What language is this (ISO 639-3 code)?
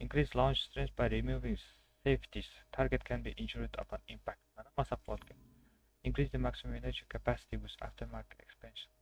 kaa